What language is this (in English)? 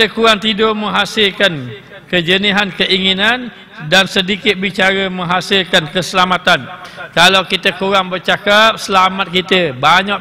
Malay